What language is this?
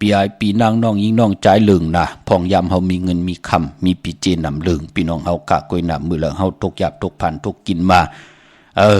Shan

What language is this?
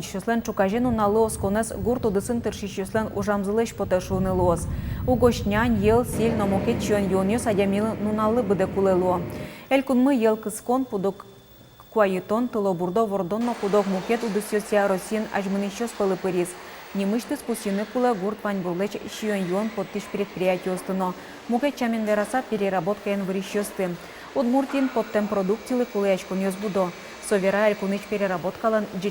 Udmurt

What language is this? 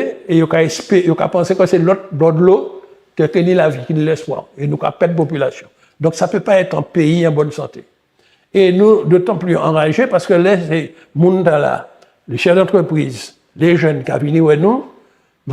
Guadeloupean Creole French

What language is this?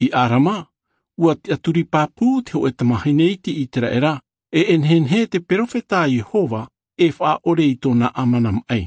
Tahitian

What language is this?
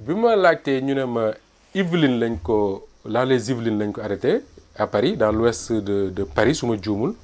Wolof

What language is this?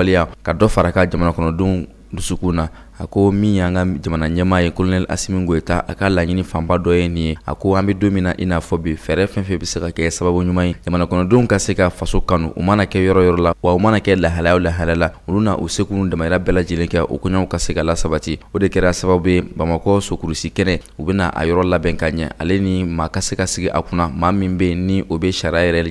Bambara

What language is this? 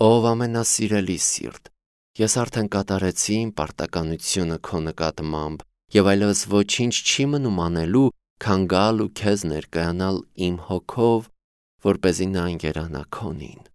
Armenian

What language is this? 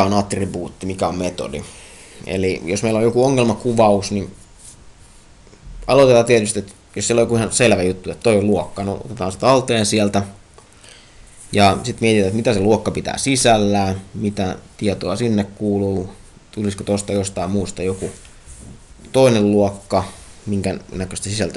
Finnish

